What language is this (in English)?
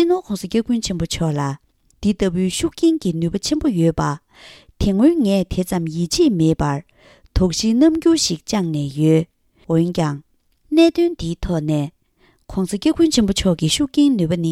Tibetan